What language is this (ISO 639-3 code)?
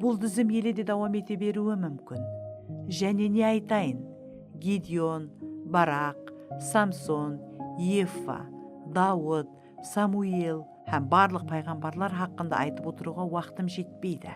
kaa